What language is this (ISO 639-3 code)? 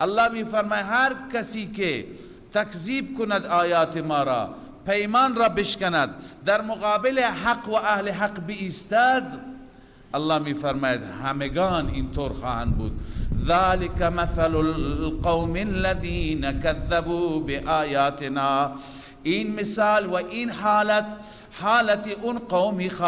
fas